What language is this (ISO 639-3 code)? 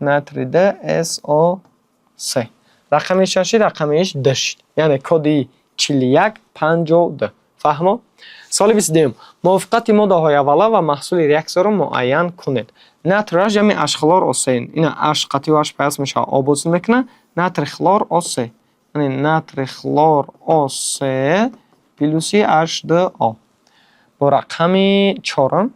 tgk